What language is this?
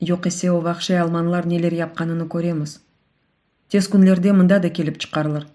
Crimean Tatar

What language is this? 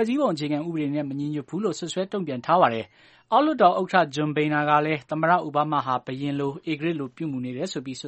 Burmese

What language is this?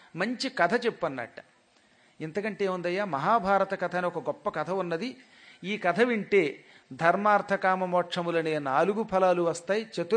Telugu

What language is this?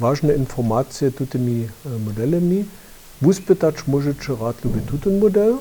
Upper Sorbian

